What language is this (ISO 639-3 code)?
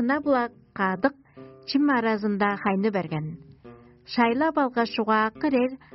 tyv